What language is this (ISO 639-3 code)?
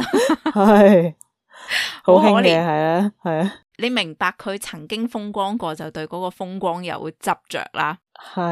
yue